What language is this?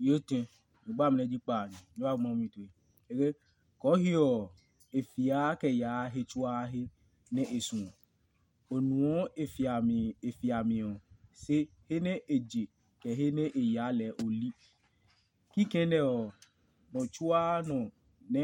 Adangme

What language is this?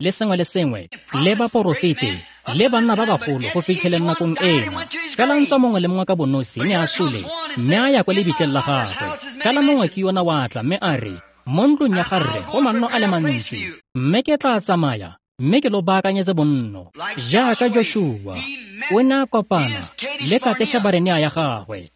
Tswana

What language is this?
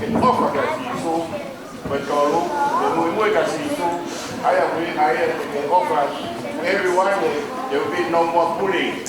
Tongan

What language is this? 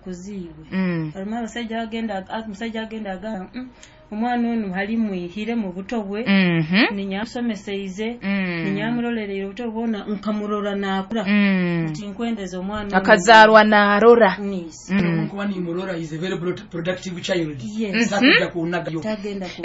Nyoro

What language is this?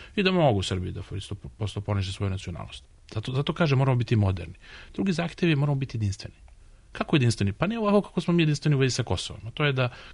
Serbian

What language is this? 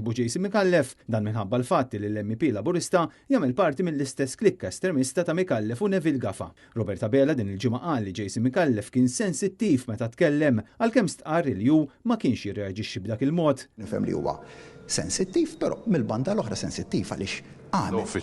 Maltese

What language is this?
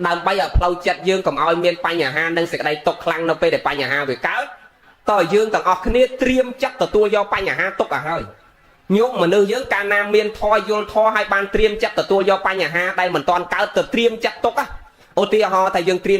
Khmer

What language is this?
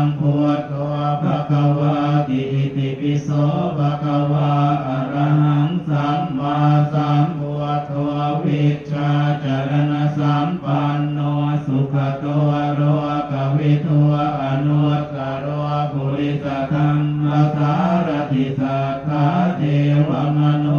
Pali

